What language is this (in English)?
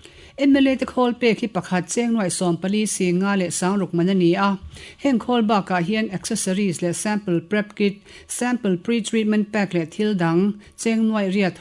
Mizo